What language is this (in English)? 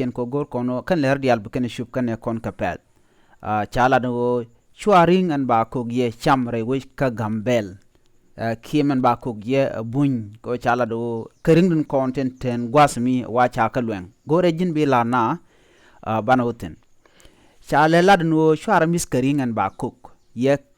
Nuer